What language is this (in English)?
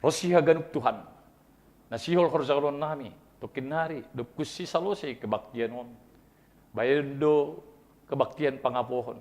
Batak Simalungun